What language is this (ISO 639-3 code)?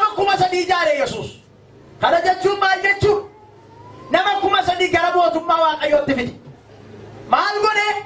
orm